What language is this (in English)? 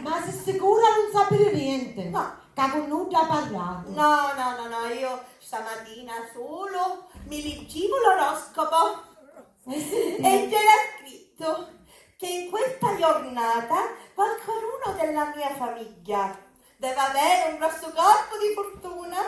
Sicilian